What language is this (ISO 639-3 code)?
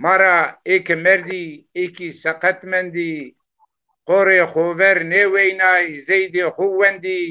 zza